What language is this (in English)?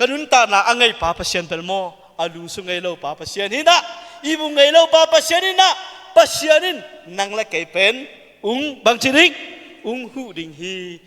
Tedim Chin